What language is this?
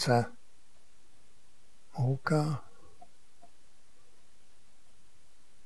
Czech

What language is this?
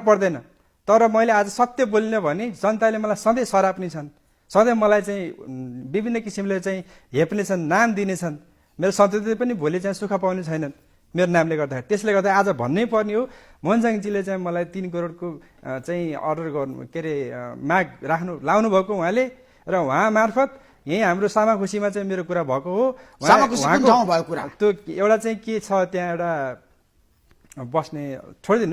Nepali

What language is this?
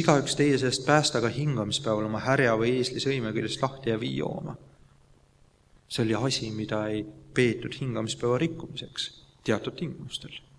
Estonian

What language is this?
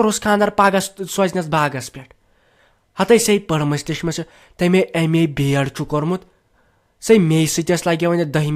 Kashmiri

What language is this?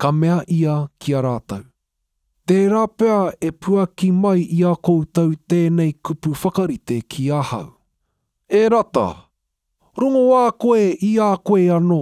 Māori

